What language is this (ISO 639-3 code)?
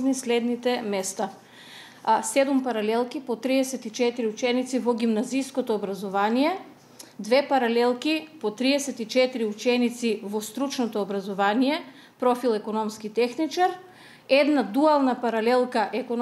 mkd